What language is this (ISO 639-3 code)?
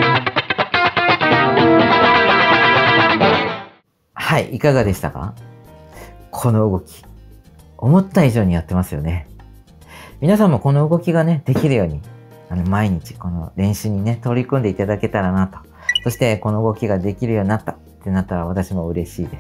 jpn